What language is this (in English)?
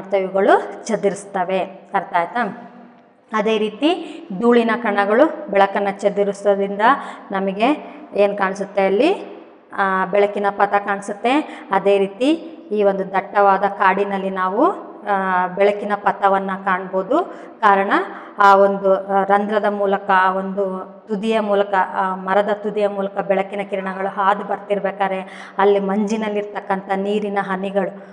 Kannada